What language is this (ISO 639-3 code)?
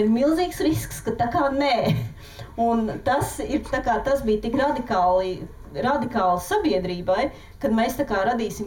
lav